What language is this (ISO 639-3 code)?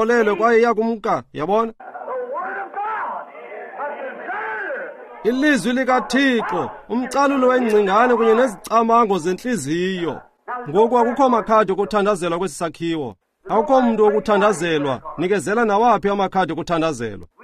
xho